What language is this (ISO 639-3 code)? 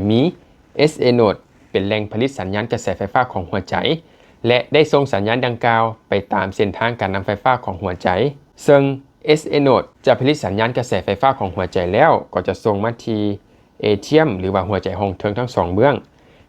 lao